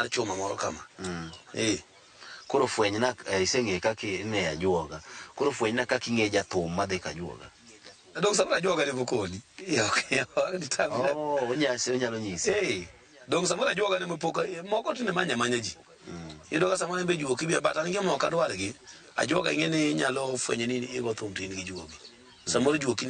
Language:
Luo (Kenya and Tanzania)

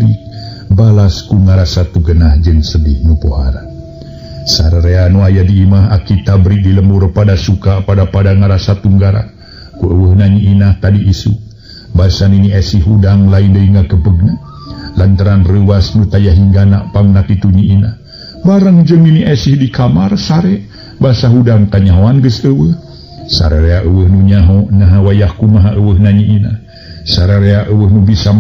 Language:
Sundanese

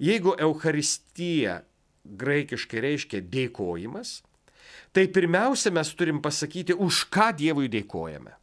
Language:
Lithuanian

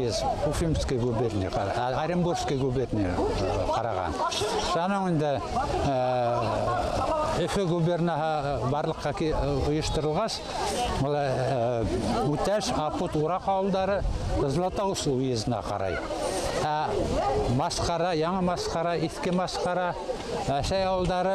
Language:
Bashkir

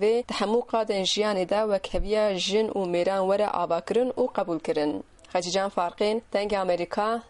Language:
Kurdish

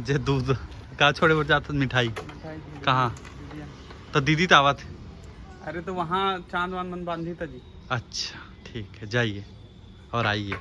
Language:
Chhattisgarhi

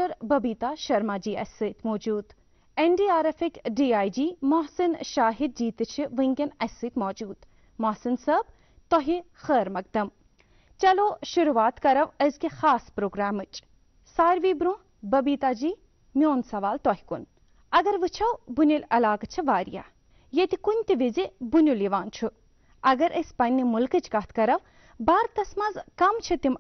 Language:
Kashmiri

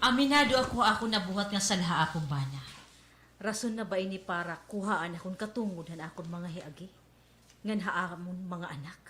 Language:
Waray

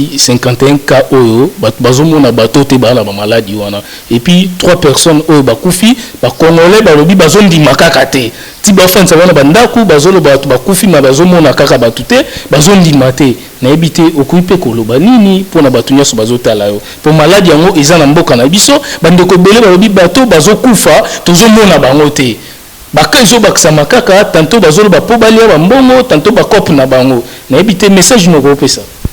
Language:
Lingala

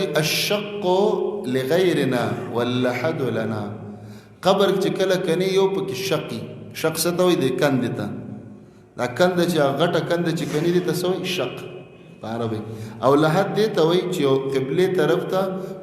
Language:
Pashto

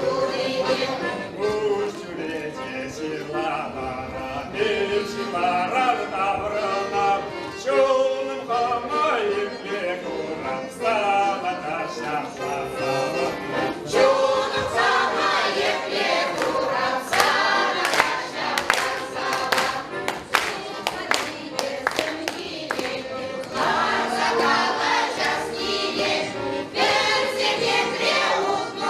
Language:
Chuvash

